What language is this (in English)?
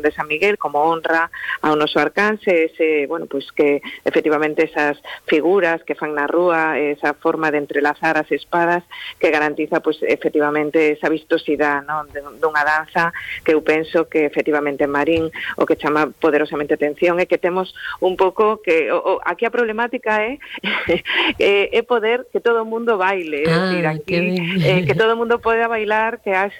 Galician